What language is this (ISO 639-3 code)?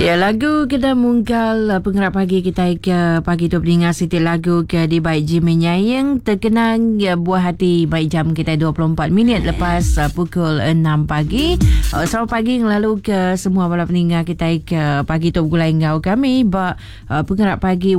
iba